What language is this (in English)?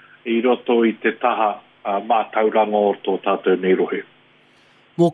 Māori